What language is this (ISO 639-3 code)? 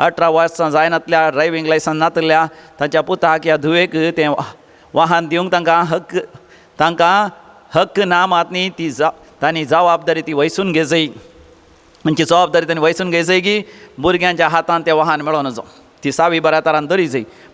kok